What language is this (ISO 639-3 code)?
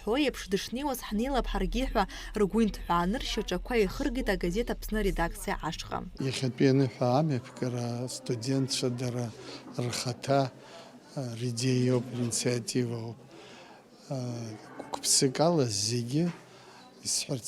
abk